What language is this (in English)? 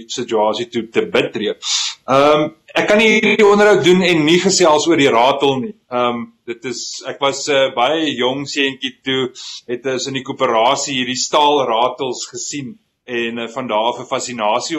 Afrikaans